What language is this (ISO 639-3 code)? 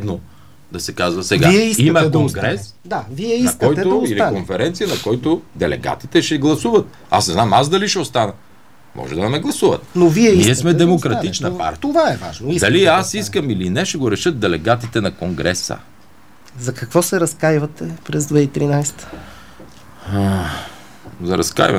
bul